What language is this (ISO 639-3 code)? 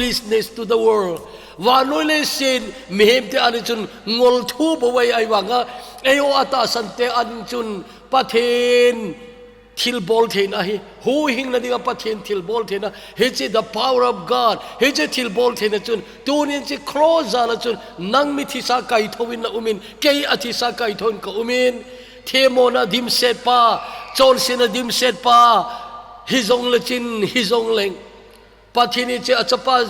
tcz